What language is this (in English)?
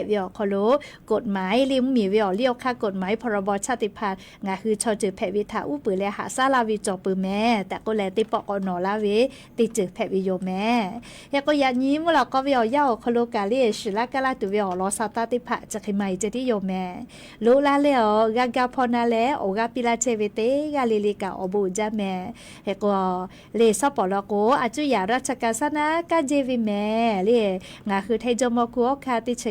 Lahu